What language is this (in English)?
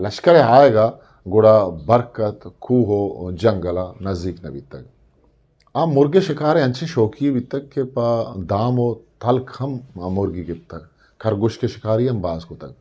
Eastern Balochi